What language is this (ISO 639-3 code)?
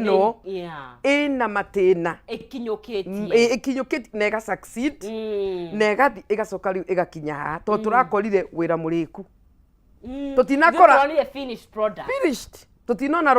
kik